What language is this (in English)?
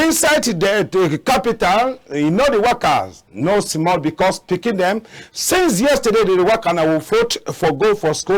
Cameroon Pidgin